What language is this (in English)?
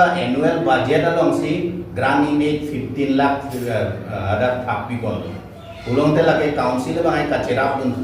Karbi